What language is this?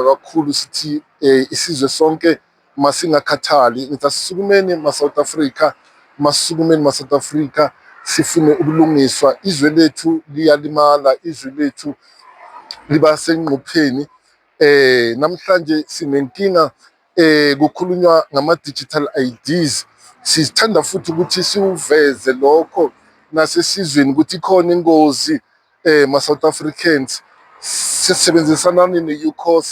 Zulu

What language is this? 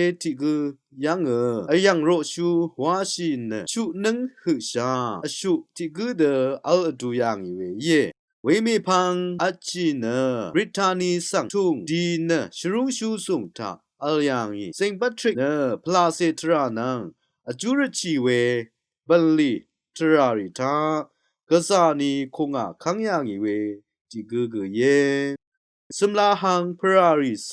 Rawang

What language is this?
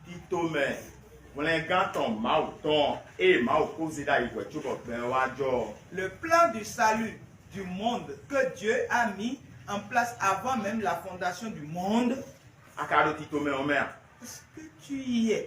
Fon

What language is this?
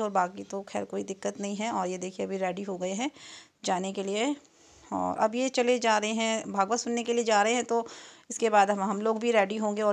Hindi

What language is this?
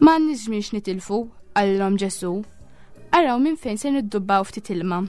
Maltese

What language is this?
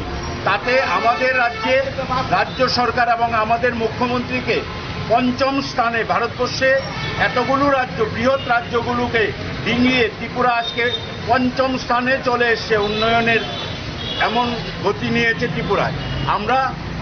Bangla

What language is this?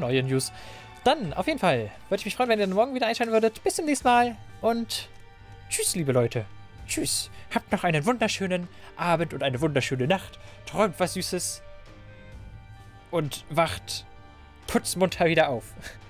German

